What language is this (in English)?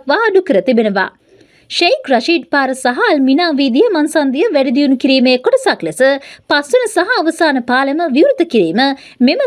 Sinhala